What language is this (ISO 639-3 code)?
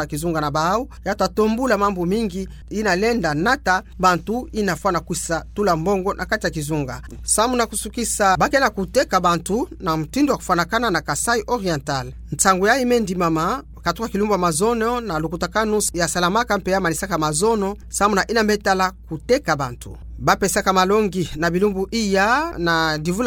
ktu